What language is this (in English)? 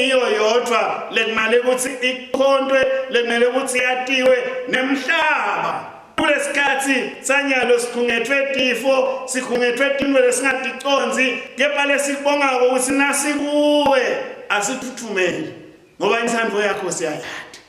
Swati